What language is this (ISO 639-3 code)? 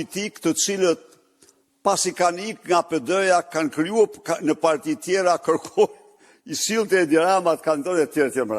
sqi